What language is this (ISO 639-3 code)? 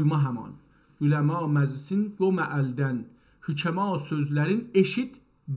azb